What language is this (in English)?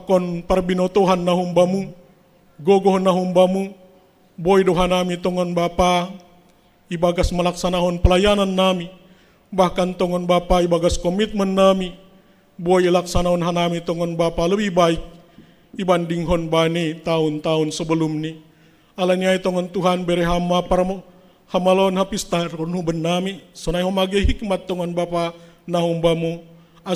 Batak Simalungun